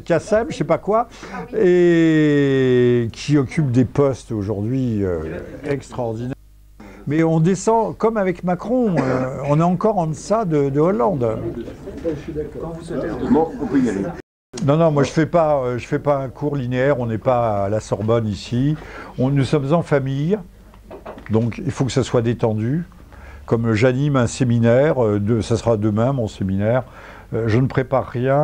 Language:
French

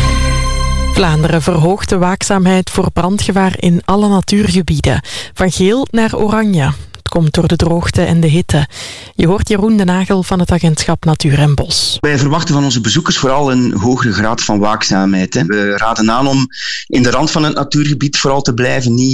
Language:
Dutch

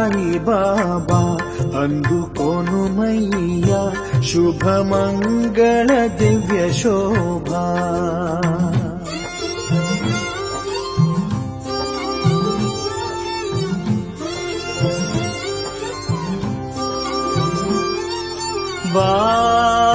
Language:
Telugu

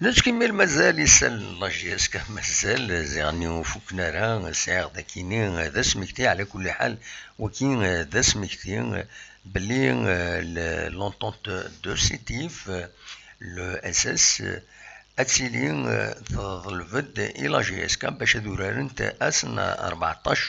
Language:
Kabyle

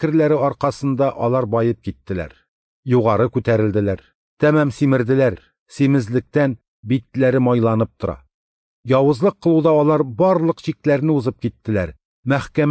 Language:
Tatar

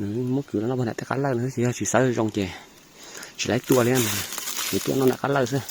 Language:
Hmong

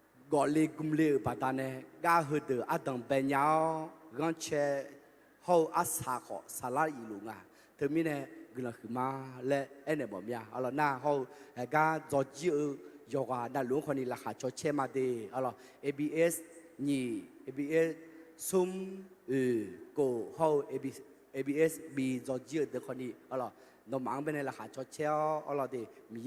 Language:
Akha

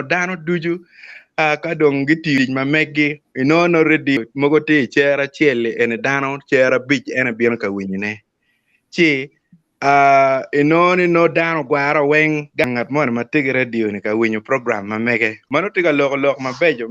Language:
Acoli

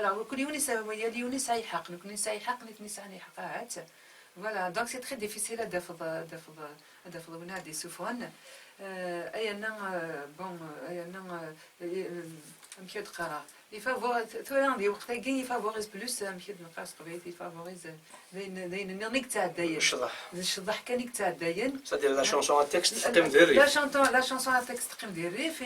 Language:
Kabyle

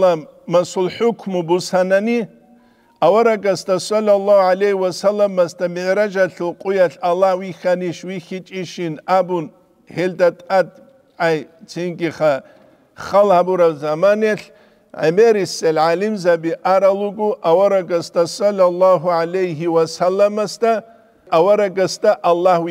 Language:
Avaric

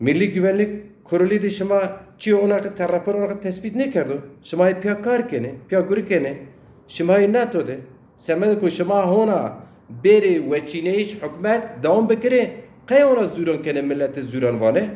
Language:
Zaza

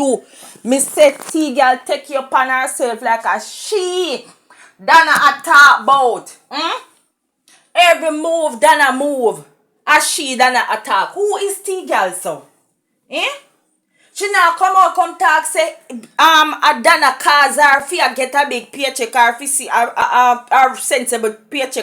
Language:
Jamaican Creole English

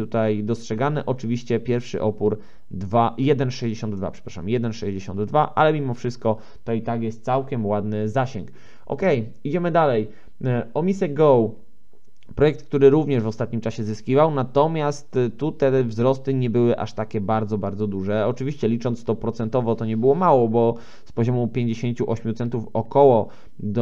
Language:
Polish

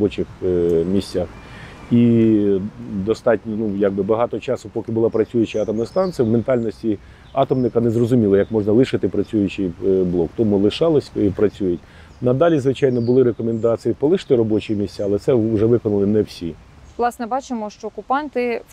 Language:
Ukrainian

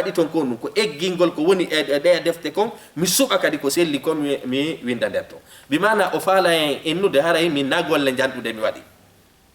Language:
Fula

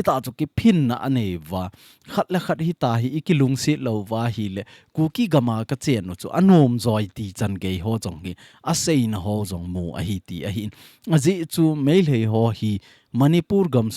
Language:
Thado Chin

